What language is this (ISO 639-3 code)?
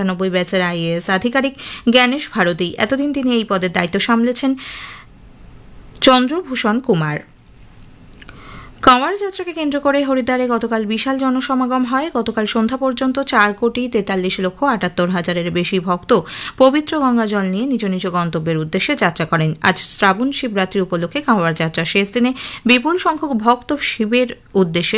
ben